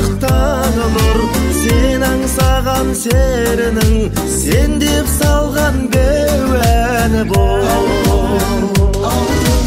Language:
Kazakh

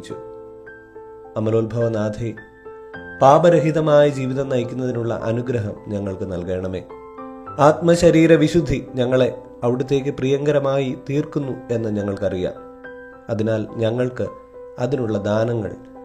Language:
Malayalam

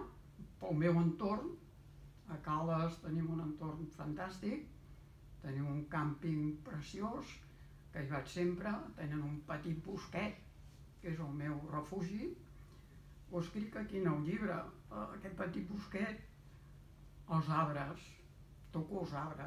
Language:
Catalan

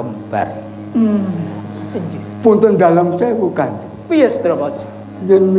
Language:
Javanese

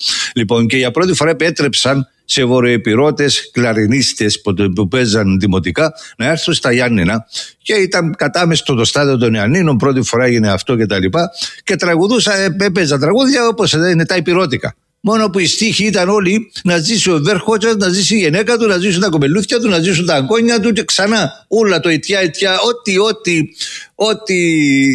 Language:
Greek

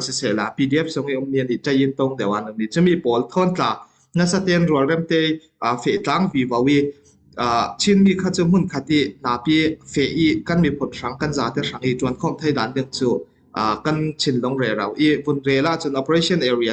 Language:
Falam Chin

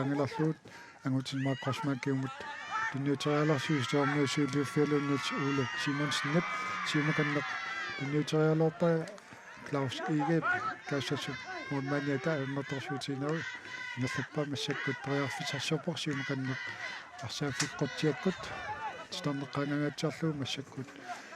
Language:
Kalaallisut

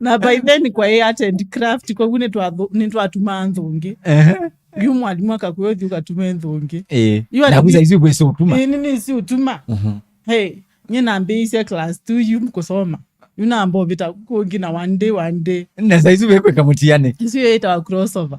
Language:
Kamba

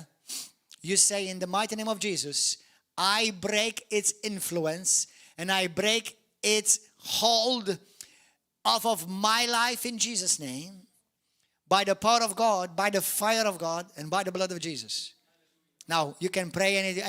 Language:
English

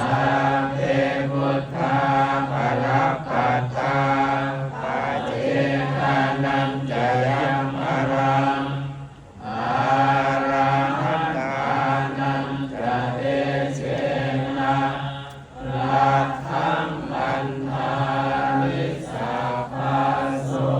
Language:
Pali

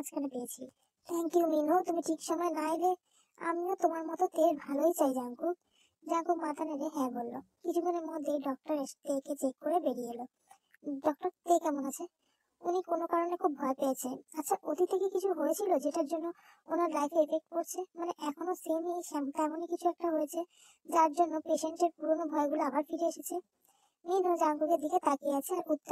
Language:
Bangla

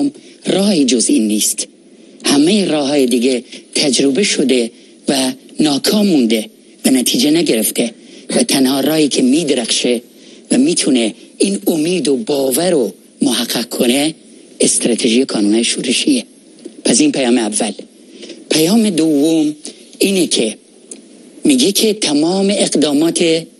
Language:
Persian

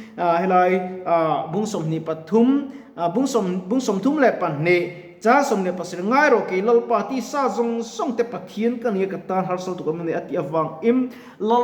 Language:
Mizo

